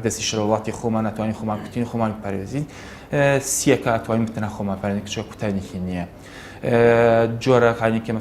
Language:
Central Kurdish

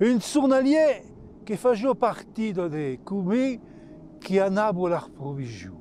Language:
Occitan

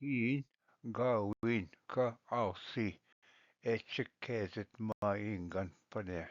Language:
Ojibwa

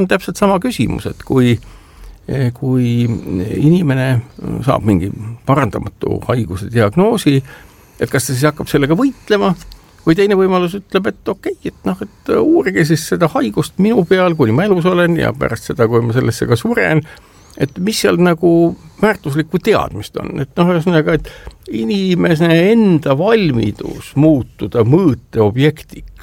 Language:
Estonian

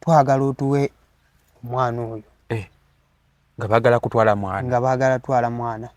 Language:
Ganda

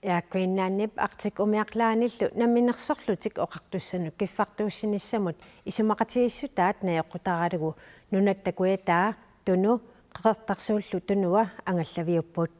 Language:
Kalaallisut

